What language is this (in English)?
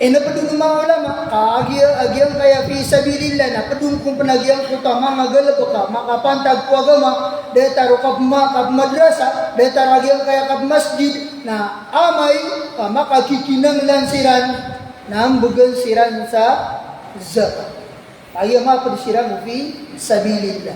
Maranao